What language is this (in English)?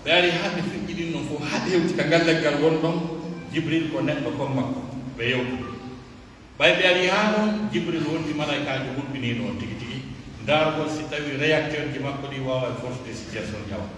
Pular